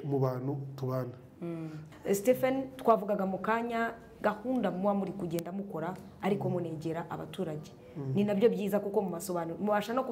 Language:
Kinyarwanda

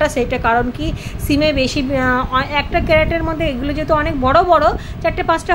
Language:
Bangla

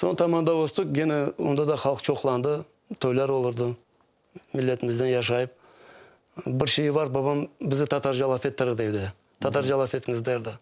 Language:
Crimean Tatar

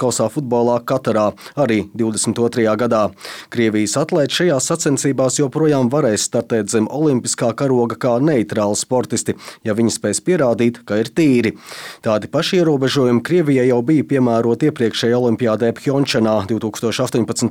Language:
Latvian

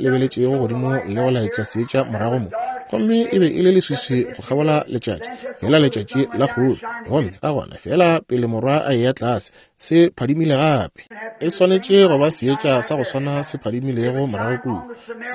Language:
Northern Sotho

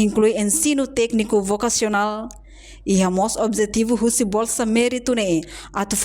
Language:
Tetum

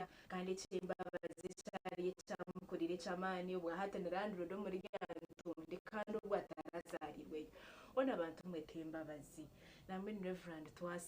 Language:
Nyankole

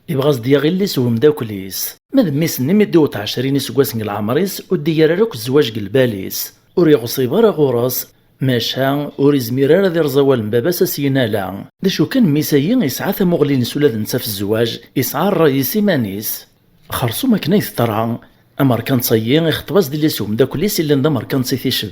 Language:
Kabyle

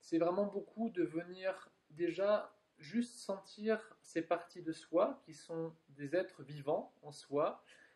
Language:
French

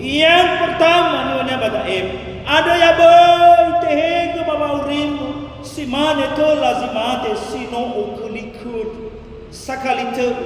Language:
Nias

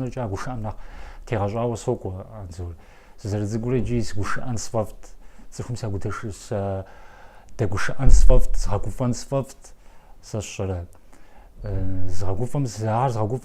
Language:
Kabardian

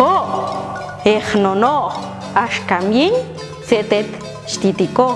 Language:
Popti'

